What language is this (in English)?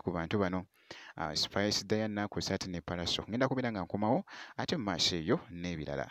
Ganda